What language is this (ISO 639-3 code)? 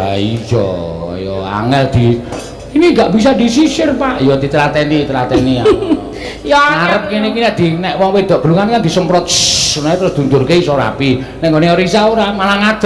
jav